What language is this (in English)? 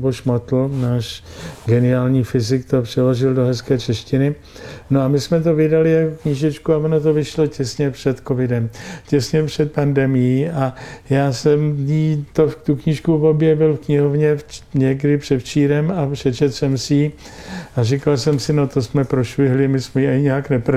Czech